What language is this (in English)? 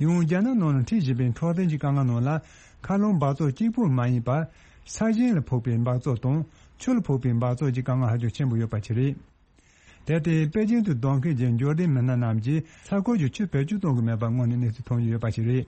Tibetan